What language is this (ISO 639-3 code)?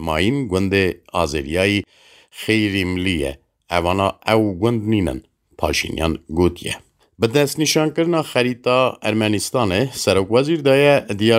kur